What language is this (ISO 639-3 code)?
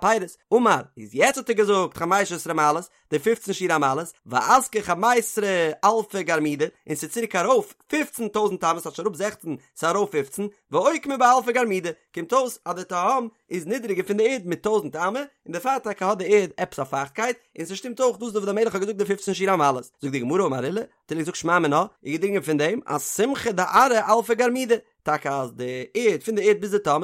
yid